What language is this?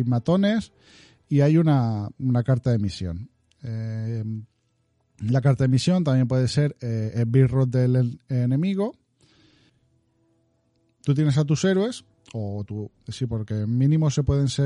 Spanish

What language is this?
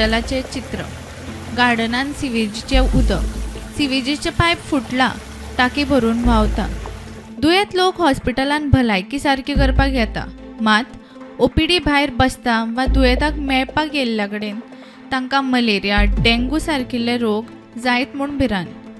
Konkani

